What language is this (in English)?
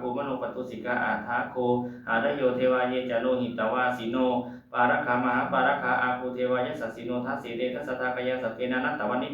Pali